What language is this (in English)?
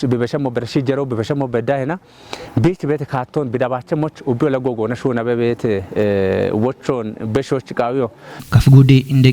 Kafa